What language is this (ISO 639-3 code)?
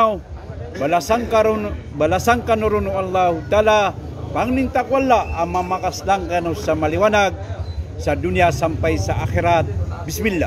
mrw